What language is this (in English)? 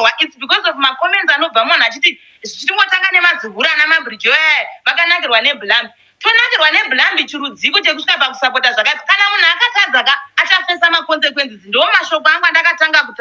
Shona